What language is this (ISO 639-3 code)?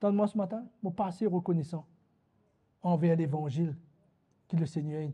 mfe